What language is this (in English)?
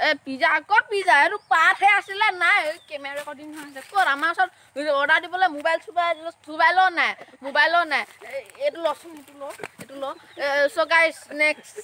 Assamese